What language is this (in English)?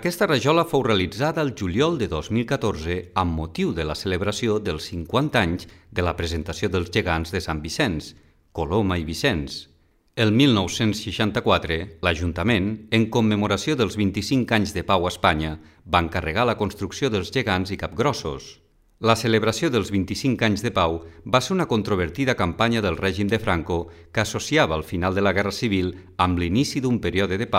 Catalan